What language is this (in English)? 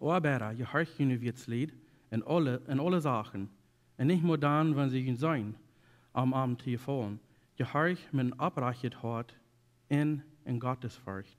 Plautdietsch